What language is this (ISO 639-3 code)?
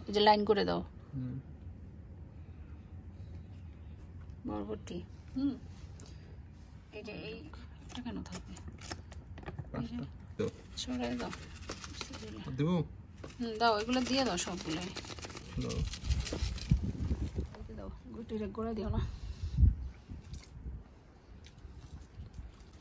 ben